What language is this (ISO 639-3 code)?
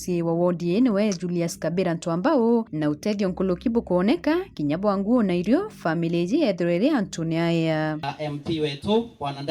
mer